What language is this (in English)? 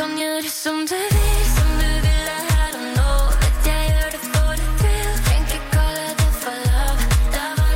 Norwegian